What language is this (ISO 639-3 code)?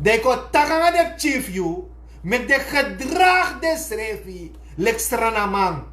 srn